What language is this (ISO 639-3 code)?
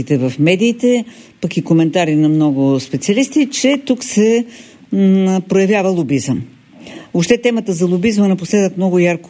bul